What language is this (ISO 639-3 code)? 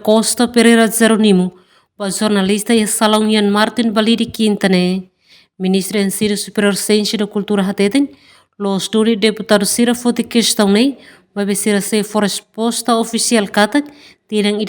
tet